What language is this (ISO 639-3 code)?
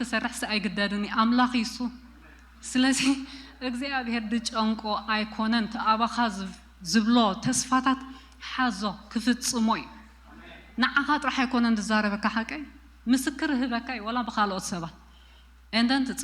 tir